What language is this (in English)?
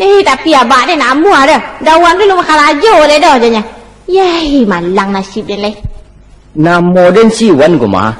Minangkabau